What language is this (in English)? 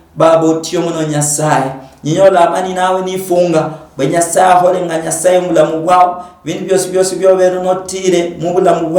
Luyia